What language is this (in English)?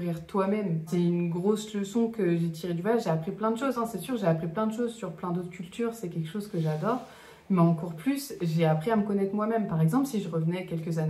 French